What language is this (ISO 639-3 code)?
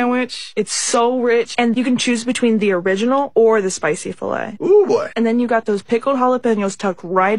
eng